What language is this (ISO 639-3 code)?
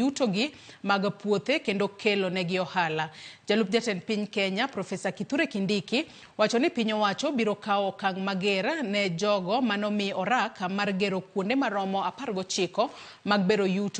luo